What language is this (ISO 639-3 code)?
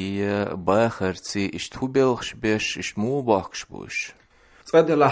che